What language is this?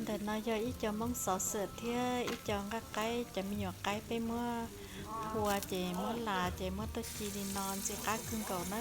Hmong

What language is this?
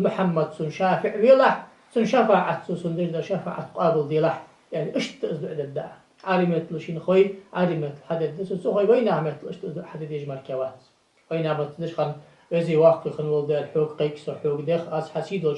Ingush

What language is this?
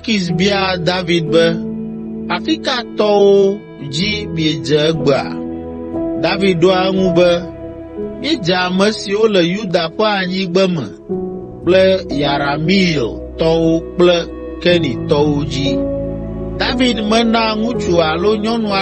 Ewe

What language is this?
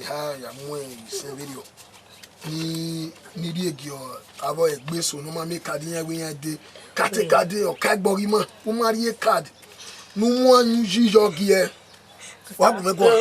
Bini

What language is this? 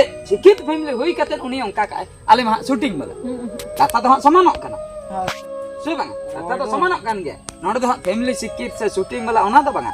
Santali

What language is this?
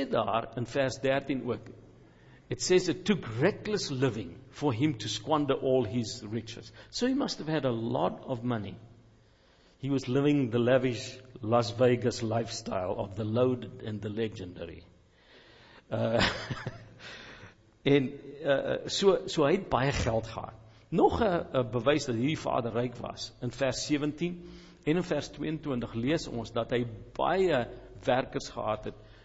Afrikaans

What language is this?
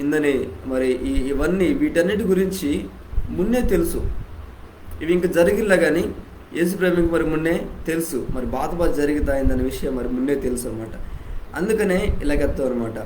Koya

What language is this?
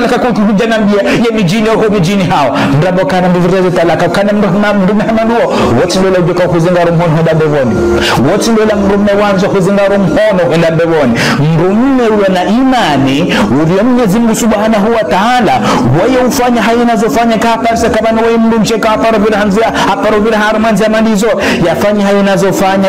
Ngazidja Comorian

